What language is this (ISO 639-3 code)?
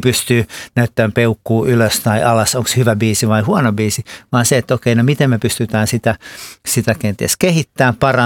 fin